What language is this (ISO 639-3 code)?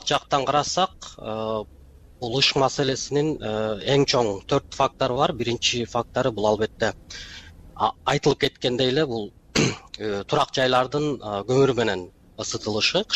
kir